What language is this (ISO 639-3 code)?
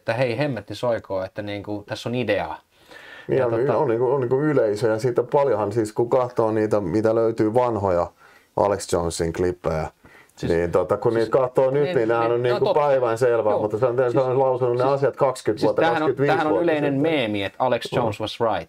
fin